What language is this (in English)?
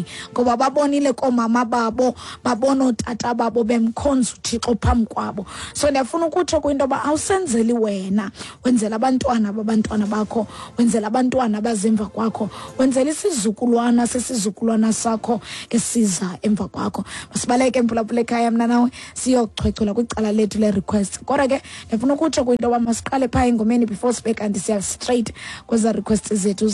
Xhosa